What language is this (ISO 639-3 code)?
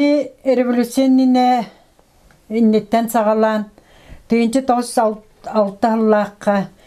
sah